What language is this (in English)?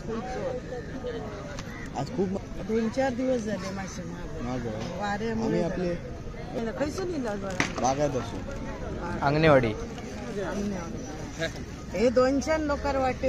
Konkani